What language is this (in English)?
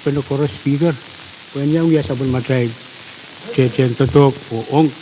Pohnpeian